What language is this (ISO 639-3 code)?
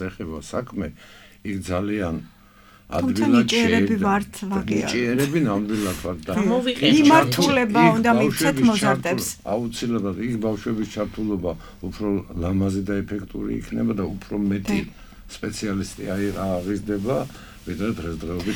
kat